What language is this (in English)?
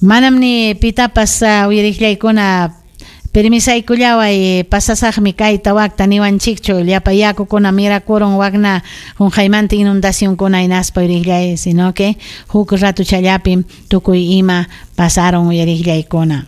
Ayacucho Quechua